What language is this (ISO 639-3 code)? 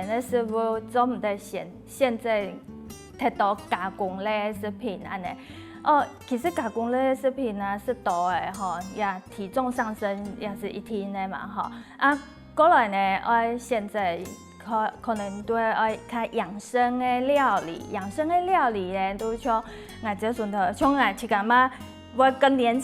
hak